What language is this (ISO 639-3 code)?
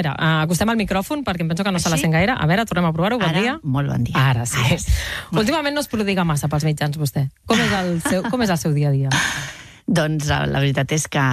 cat